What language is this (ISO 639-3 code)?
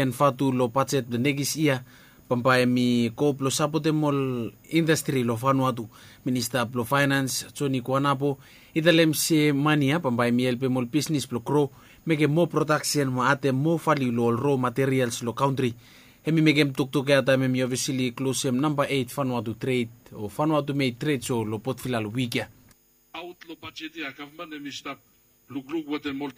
bis